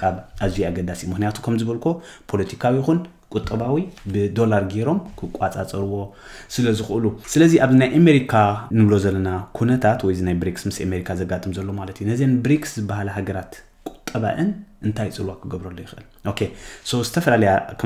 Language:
Tigrinya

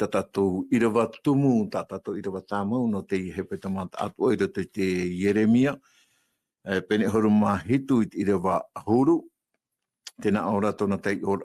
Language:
Tahitian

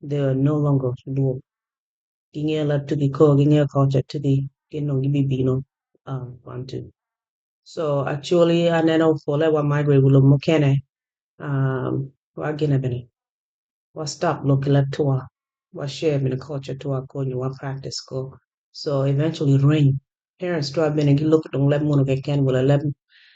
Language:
Acoli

